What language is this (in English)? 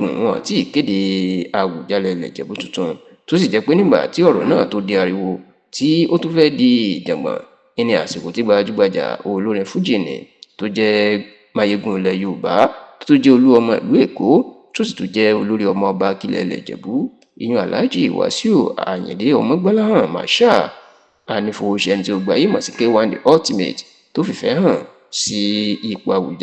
Yoruba